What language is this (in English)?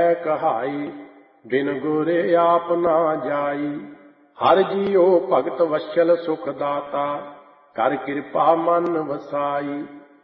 Punjabi